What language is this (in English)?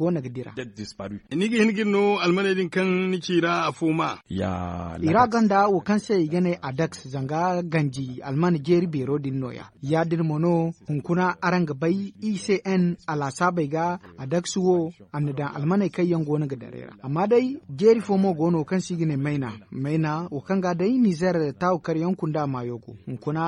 Zarma